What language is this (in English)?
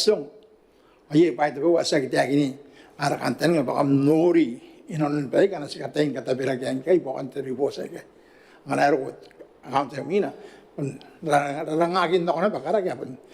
Gilbertese